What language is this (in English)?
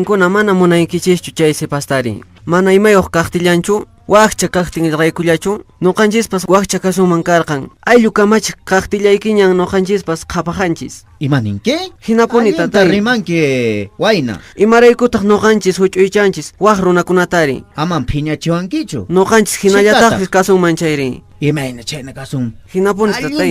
Quechua